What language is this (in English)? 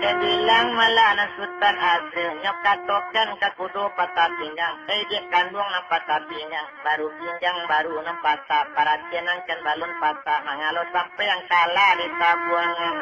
Minangkabau